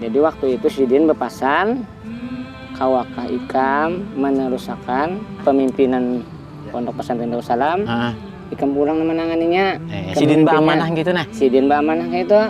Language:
Banjar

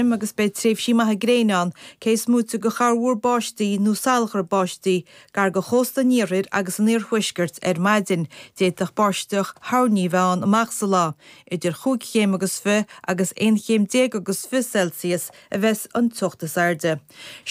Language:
Irish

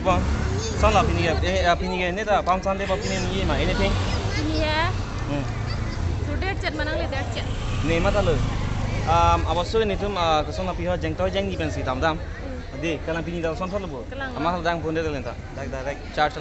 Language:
Karbi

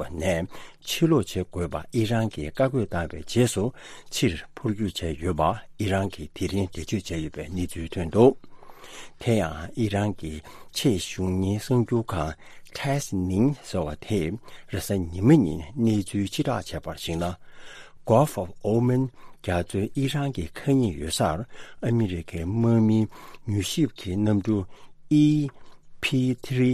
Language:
Tibetan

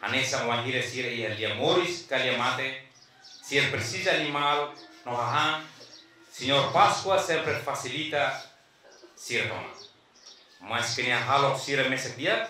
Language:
Tetum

